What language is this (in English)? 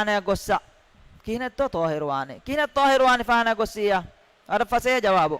Divehi